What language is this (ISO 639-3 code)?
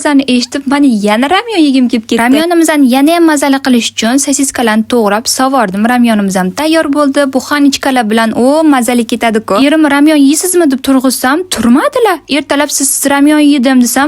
uzb